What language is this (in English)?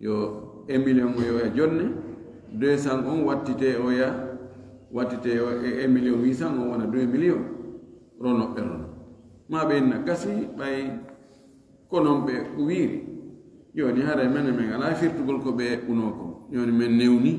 Fula